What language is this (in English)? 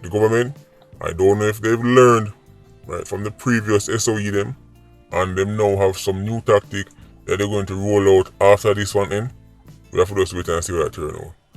Jamaican Creole English